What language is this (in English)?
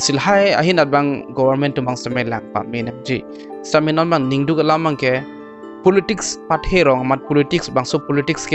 Karbi